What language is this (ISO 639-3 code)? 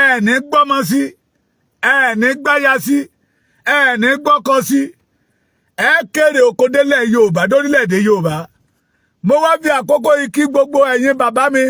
yor